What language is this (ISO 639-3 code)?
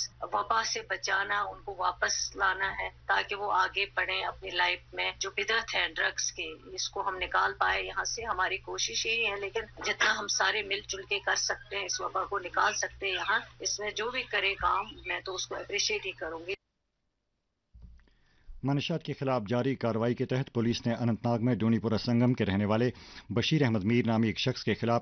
urd